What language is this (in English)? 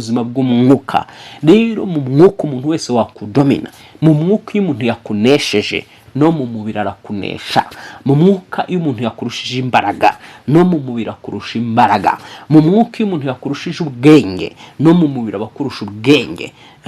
Kinyarwanda